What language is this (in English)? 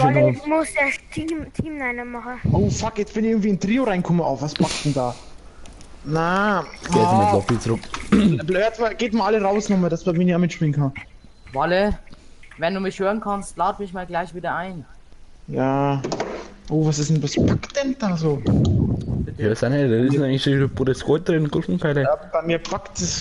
Bavarian